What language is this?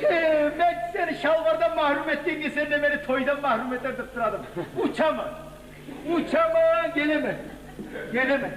Kumyk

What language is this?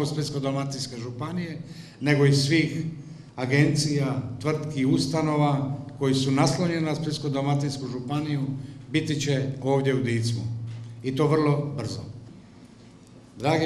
Croatian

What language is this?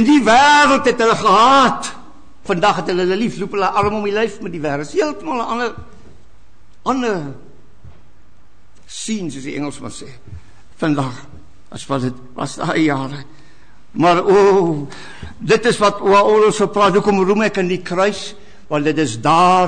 Afrikaans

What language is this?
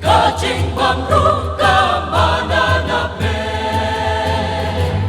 Khasi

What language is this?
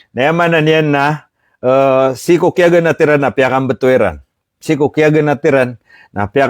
Maranao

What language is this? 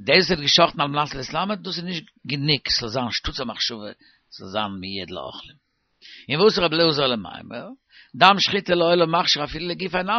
Yiddish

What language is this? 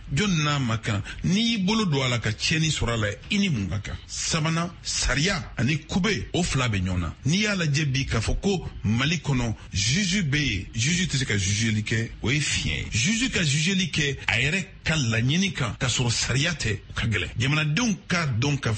Bambara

